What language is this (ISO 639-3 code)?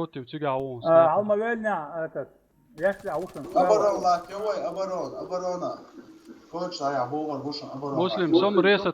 che